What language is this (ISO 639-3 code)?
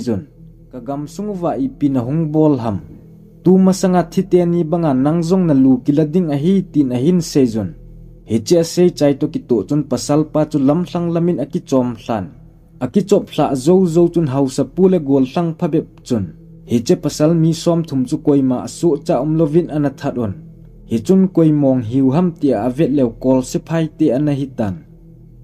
tcz